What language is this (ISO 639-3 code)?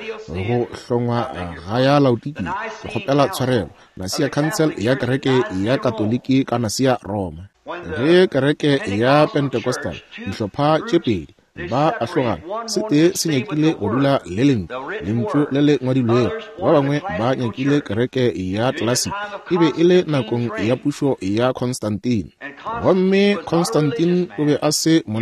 nso